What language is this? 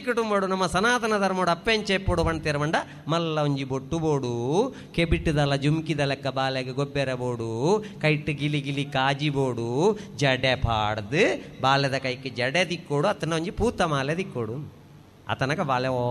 Tulu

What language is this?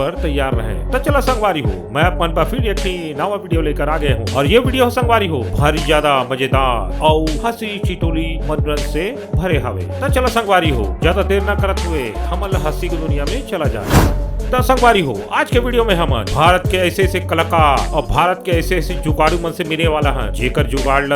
Chhattisgarhi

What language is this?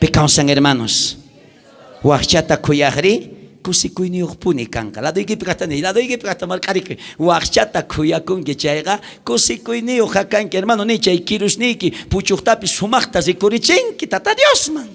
South Bolivian Quechua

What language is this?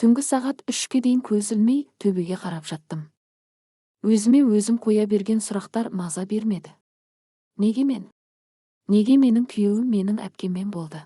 Kazakh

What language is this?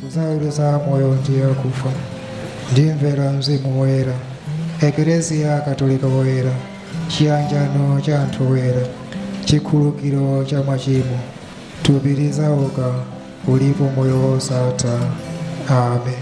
Nyanja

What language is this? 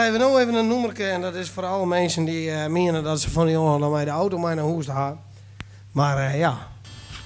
Western Frisian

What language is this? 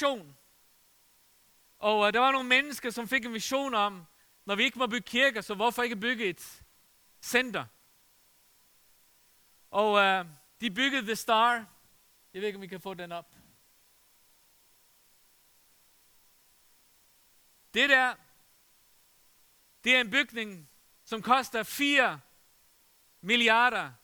Danish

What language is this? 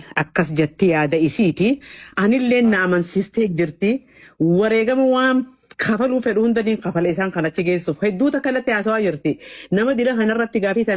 Oromo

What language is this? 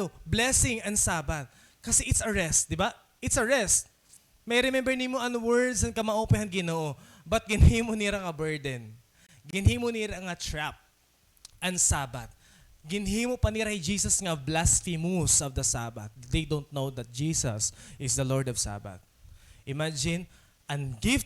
Waray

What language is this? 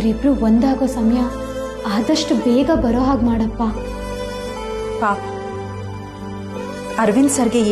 Kannada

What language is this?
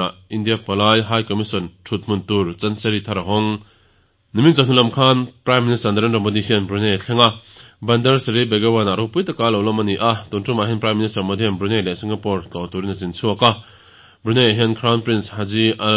Mizo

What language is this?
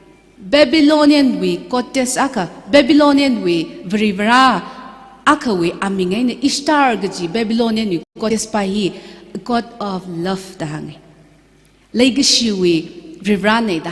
Tangkhul Naga (India)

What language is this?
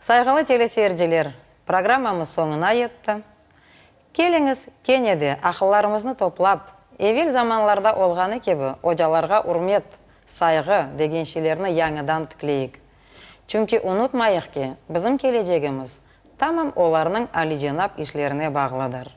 Crimean Tatar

